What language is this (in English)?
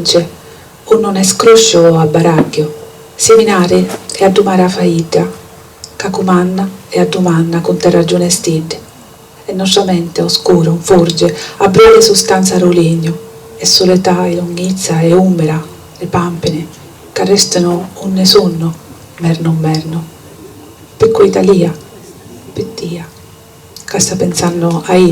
Sicilian